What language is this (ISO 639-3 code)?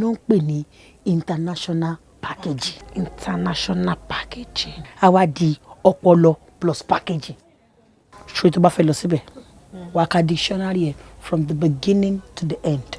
yor